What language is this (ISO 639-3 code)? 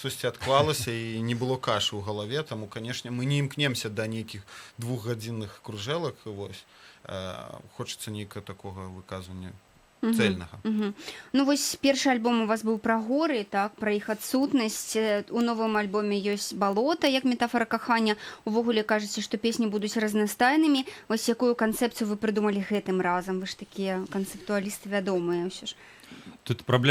bel